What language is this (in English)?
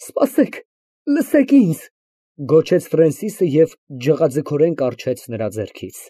Armenian